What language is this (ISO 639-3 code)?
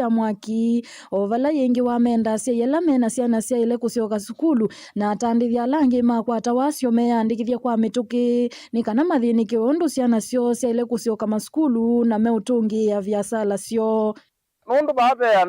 kam